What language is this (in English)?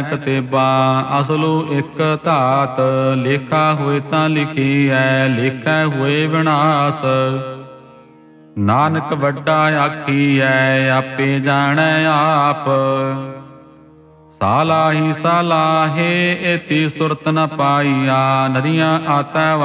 Punjabi